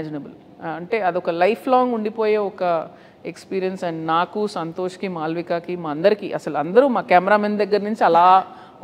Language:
Telugu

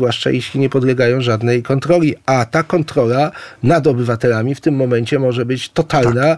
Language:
Polish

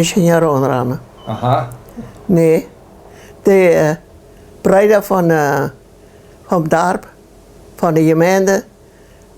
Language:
Plautdietsch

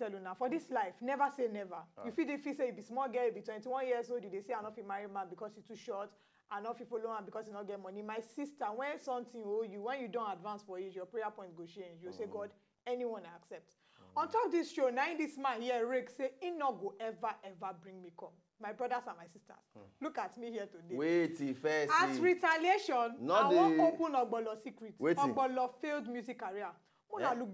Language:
Nigerian Pidgin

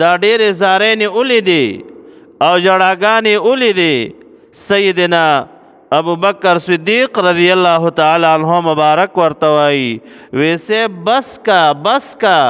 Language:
Pashto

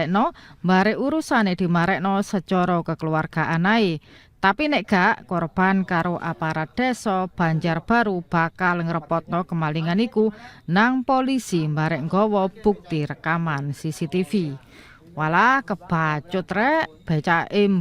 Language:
Javanese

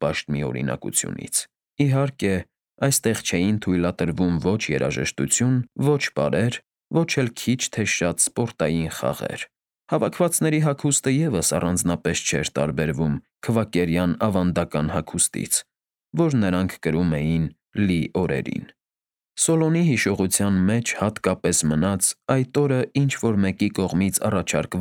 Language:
Armenian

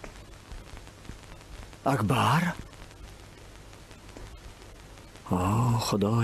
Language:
Persian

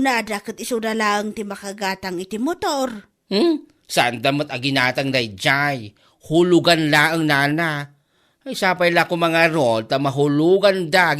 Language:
Iloko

